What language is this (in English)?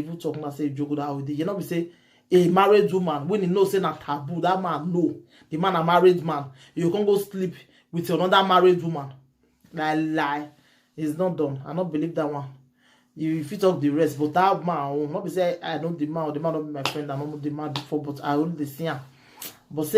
Nigerian Pidgin